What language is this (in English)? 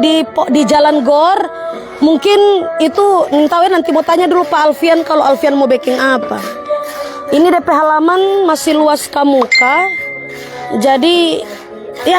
Manado Malay